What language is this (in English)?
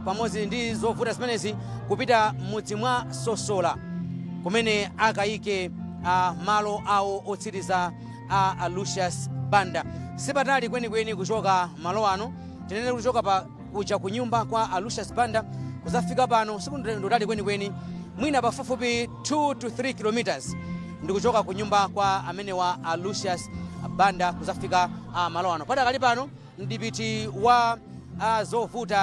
Nyanja